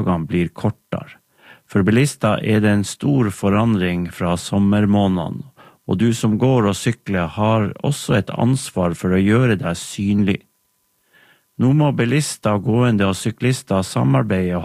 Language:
Norwegian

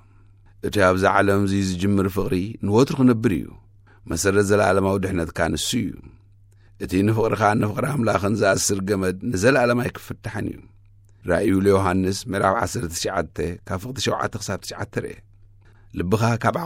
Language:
Tigrinya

